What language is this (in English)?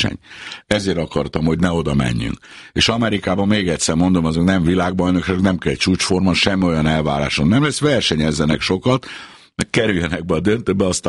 Hungarian